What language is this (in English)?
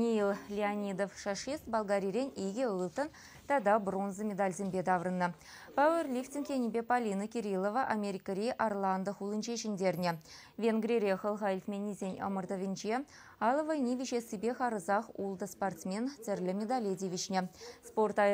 Chuvash